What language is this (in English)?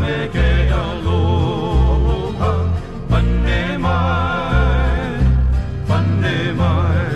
Hawaiian